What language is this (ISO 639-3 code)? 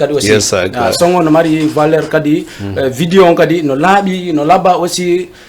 ful